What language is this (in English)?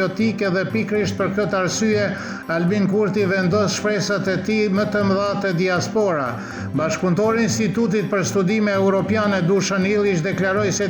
Albanian